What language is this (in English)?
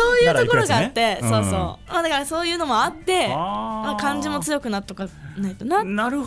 Japanese